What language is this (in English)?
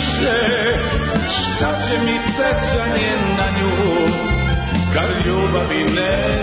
Serbian